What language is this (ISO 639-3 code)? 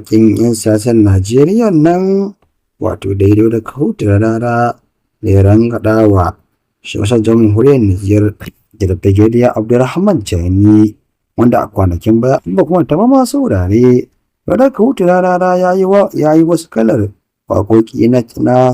hau